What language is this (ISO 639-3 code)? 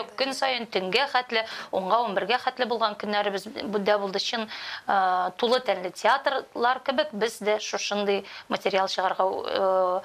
tat